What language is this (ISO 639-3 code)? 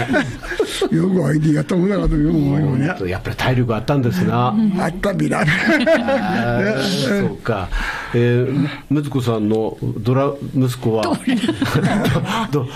jpn